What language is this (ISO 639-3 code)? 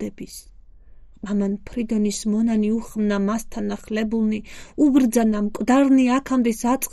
kat